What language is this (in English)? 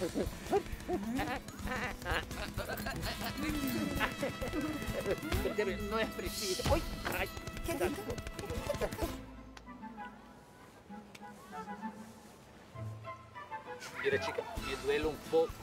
Portuguese